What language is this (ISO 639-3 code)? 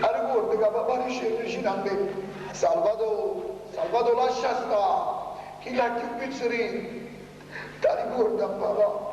nap